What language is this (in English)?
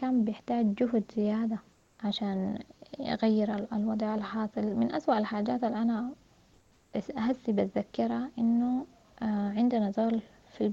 Sudanese Arabic